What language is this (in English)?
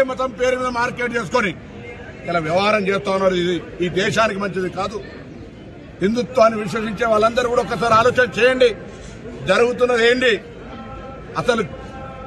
Telugu